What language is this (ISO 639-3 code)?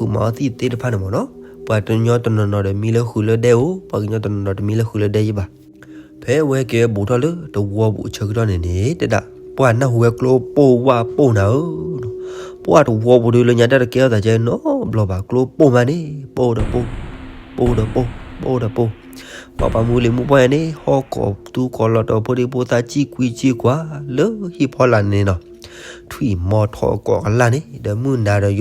ksw